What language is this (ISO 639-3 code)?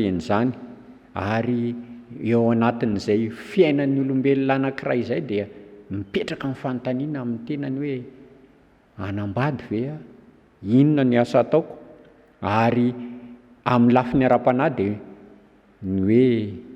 mlg